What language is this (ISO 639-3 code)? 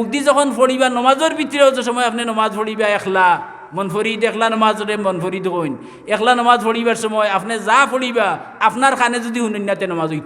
syl